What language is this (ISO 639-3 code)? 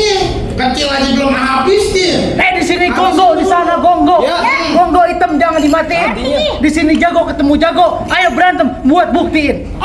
bew